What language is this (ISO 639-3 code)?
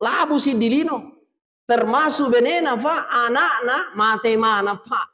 bug